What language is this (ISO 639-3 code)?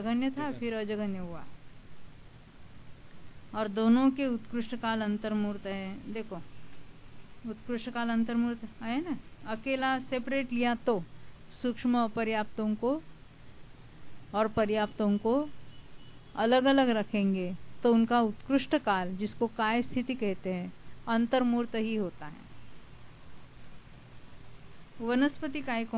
hin